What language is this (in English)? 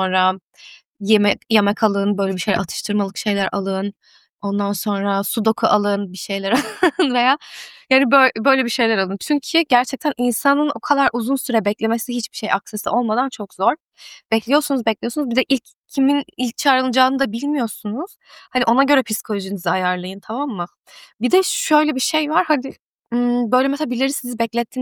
Turkish